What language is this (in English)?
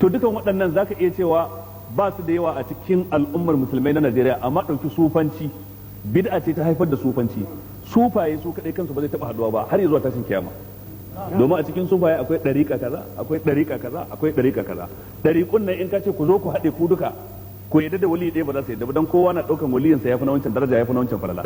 Hausa